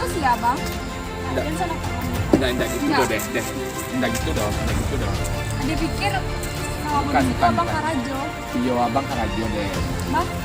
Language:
Minangkabau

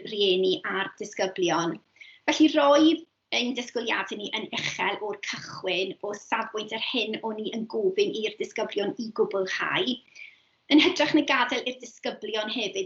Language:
Welsh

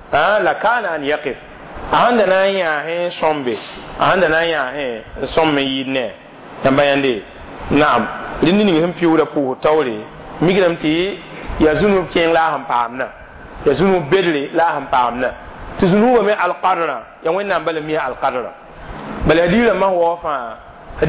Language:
Mossi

